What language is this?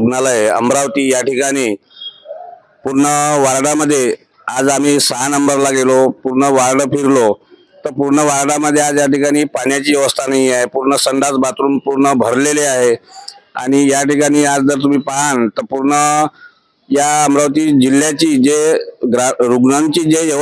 Marathi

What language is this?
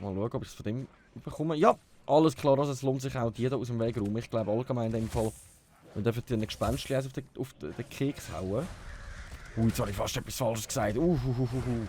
Swiss German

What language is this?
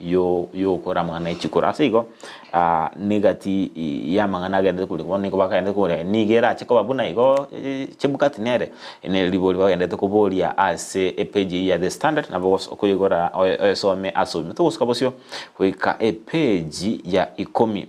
Gusii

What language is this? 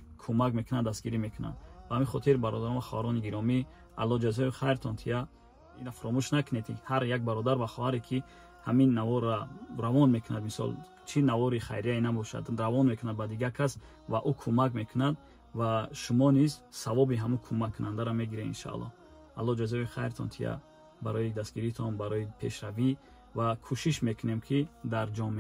Tajik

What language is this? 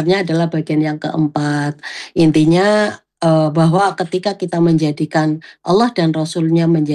Indonesian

